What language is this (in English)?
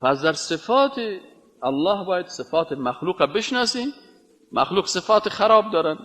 Persian